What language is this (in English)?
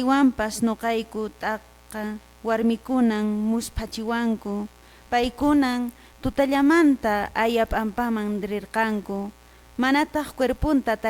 Quechua